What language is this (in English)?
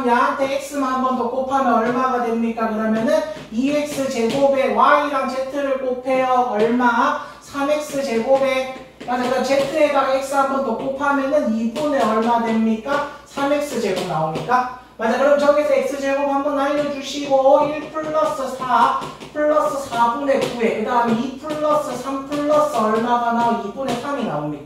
Korean